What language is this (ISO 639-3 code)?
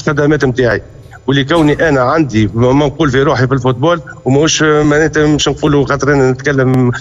aeb